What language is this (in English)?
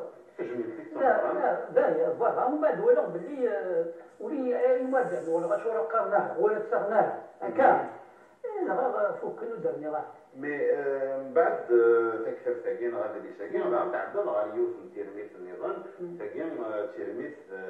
Kabyle